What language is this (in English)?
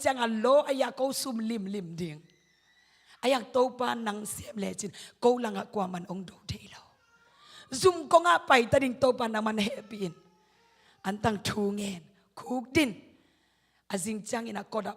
Tedim Chin